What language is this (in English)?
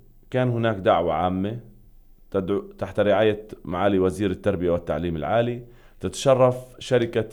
North Levantine Arabic